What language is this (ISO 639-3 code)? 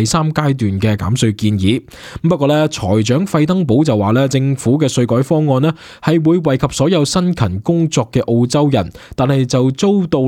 yue